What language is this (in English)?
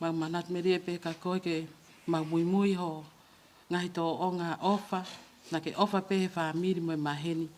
Tongan